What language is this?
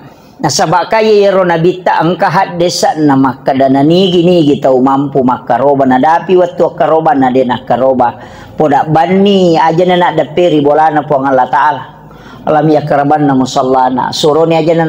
Buginese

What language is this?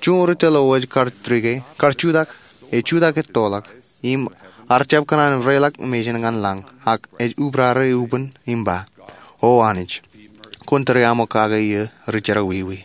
Marshallese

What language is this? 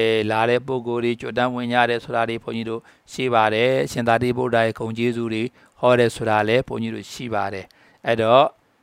Burmese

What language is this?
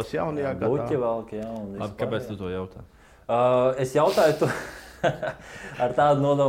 Latvian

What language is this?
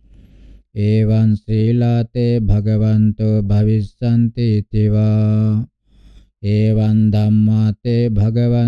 Pali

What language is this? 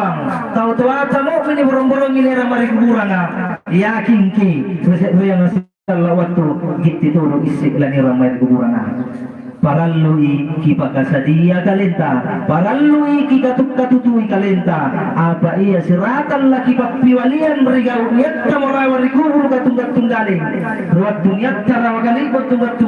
Makasar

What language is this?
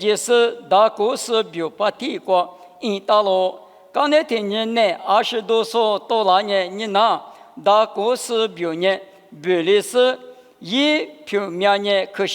Lisu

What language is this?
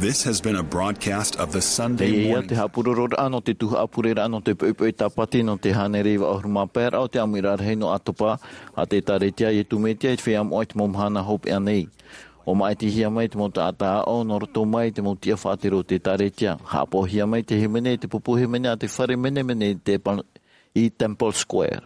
Tahitian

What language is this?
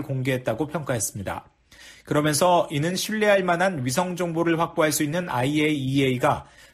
Korean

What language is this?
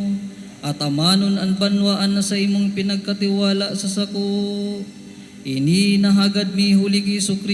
Bikol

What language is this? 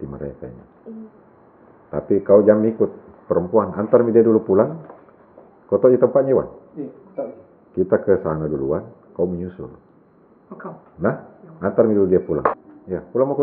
Makassar Malay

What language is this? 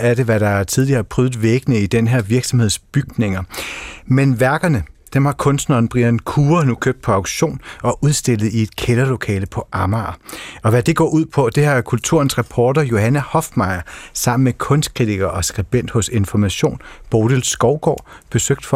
Danish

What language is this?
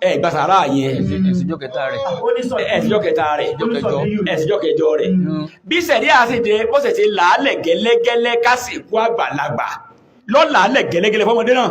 Yoruba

